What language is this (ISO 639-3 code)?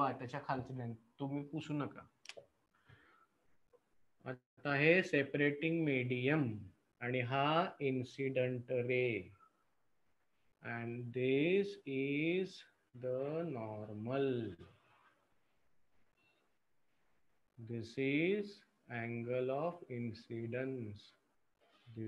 mar